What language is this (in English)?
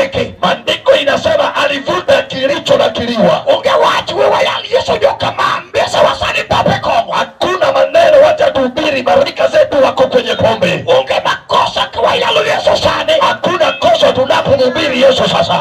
Luo (Kenya and Tanzania)